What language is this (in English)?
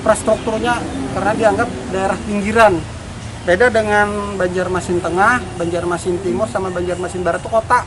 Banjar